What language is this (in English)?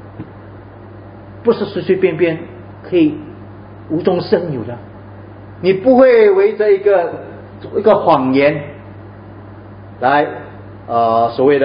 Chinese